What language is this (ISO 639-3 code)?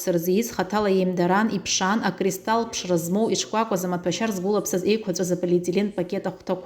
abk